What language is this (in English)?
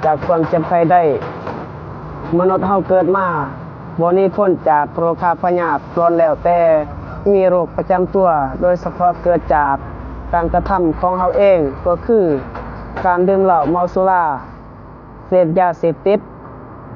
Lao